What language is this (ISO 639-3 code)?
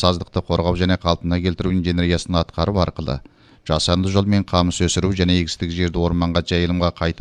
kir